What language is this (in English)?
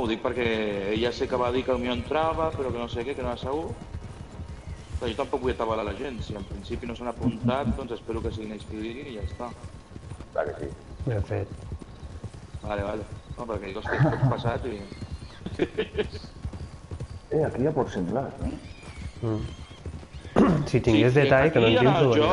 Catalan